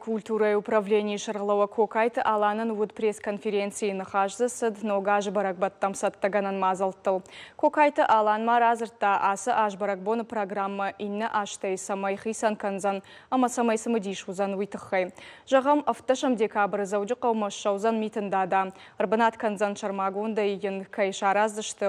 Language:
Ossetic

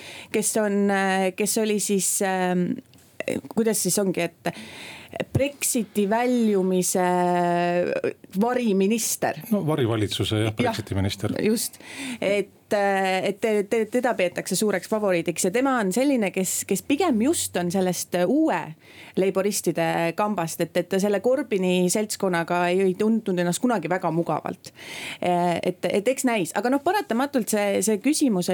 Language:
Estonian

